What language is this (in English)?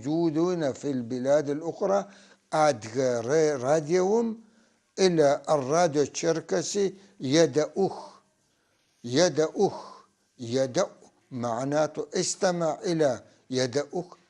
North Levantine Arabic